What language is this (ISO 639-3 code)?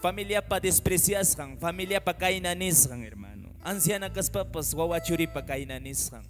que